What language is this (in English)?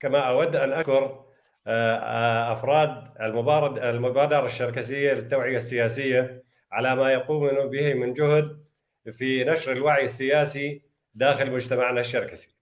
North Levantine Arabic